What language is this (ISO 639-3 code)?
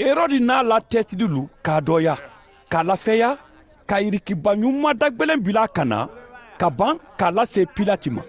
man